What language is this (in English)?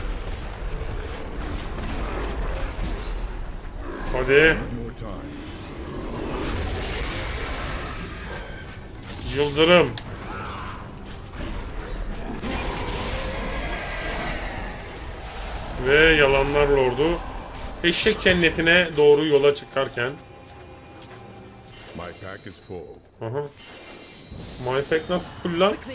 Turkish